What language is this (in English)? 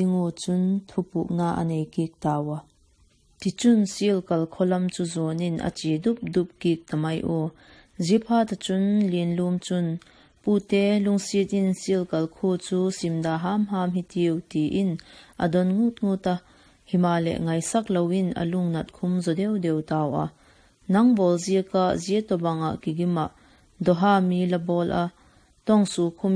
Vaiphei